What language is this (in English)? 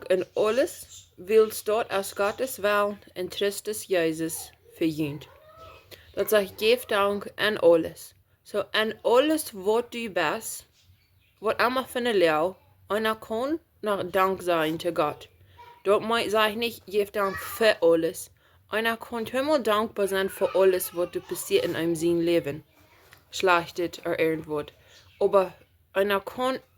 Plautdietsch